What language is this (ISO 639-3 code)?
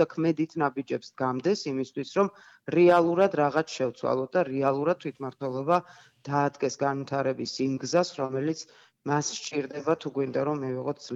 kat